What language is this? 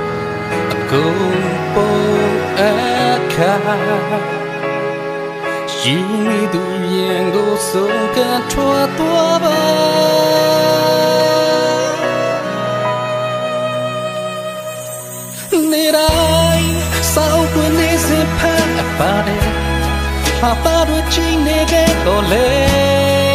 Burmese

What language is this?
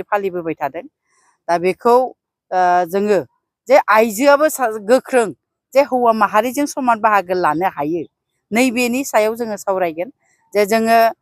Bodo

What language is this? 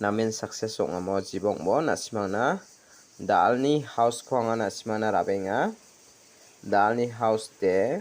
Garo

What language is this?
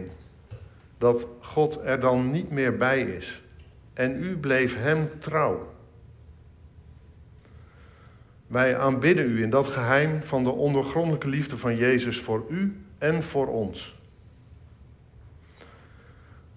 Dutch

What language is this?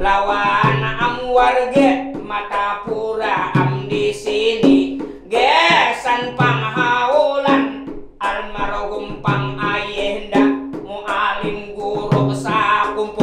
Banjar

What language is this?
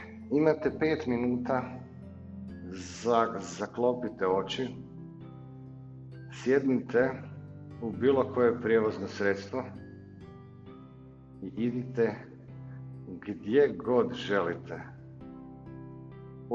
Croatian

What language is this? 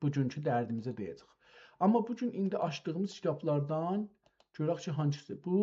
South Azerbaijani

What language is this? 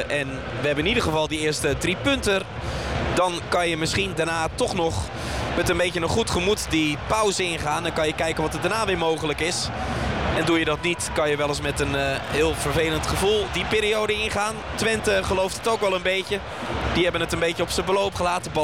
Dutch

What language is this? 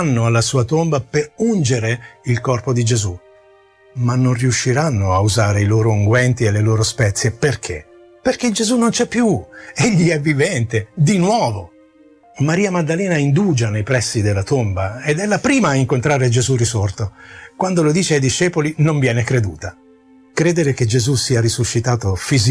Italian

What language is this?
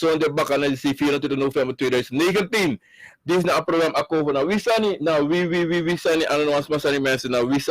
Sranan Tongo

